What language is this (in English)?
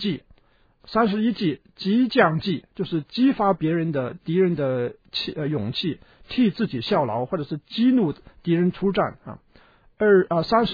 Chinese